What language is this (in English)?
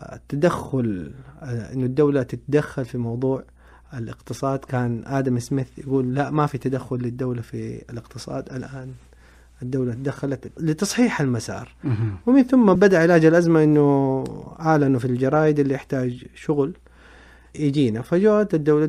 Najdi Arabic